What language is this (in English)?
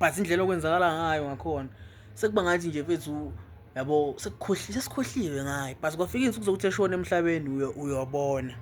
Zulu